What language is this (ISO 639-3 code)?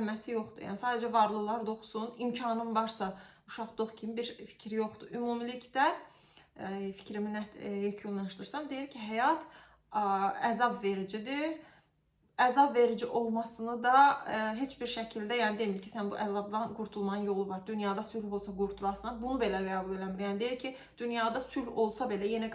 aze